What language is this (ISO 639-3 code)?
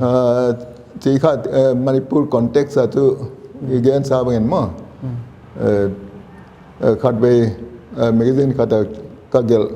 pck